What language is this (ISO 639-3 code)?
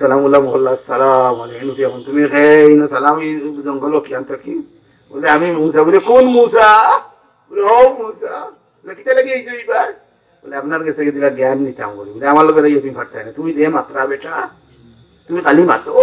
syl